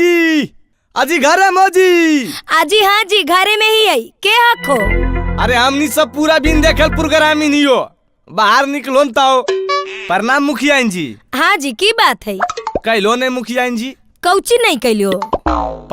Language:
Magahi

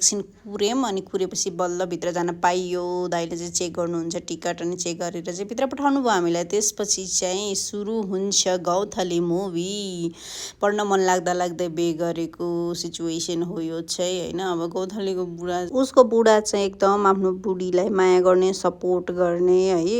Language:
Nepali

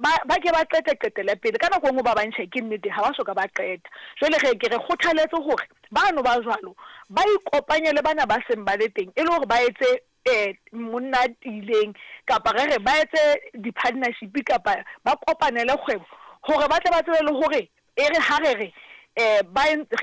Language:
Southern Sotho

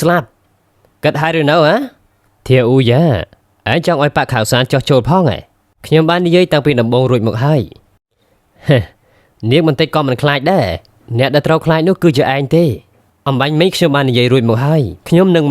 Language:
Khmer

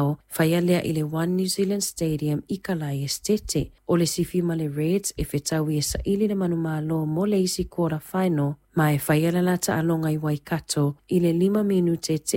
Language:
Samoan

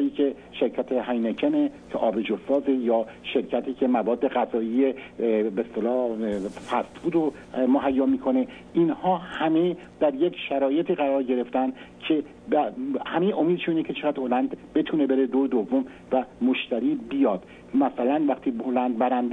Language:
Persian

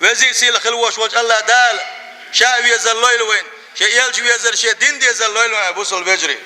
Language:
Chechen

